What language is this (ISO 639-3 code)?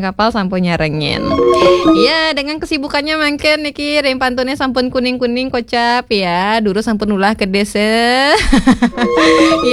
ban